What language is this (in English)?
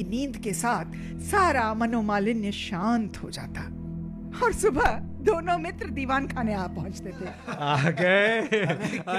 Hindi